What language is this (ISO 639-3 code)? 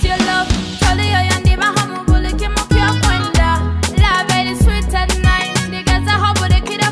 nyo